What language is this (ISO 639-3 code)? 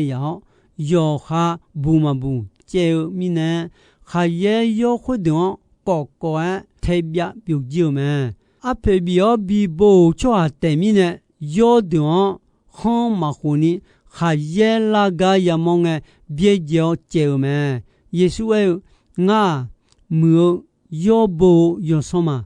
ahk